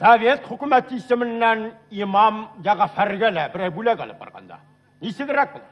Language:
Bashkir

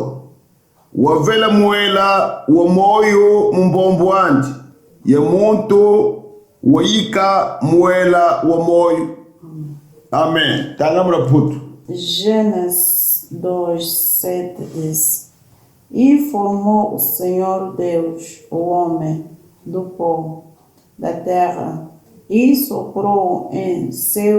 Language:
Kongo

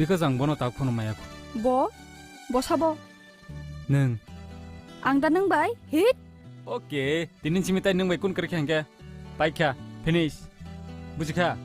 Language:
Kok Borok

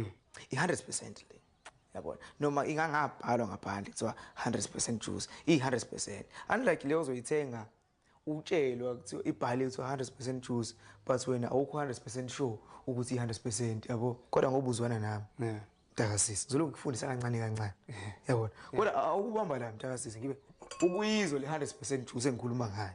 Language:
Zulu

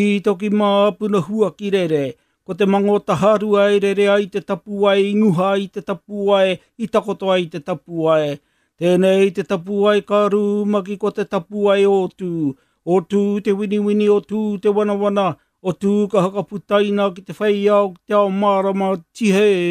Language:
Māori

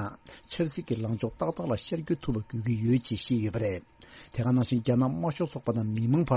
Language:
Tibetan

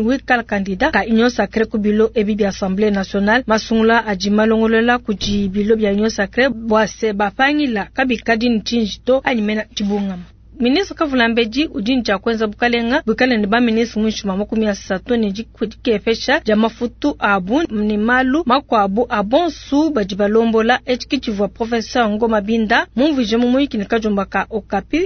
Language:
Luba-Lulua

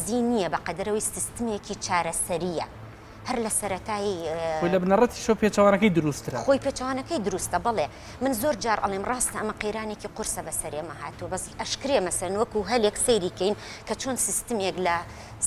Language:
Central Kurdish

